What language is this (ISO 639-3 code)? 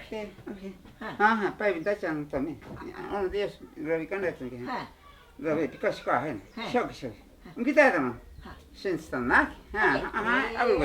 prq